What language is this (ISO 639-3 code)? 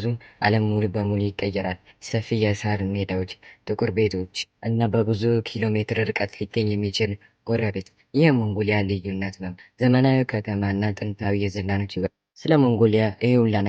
amh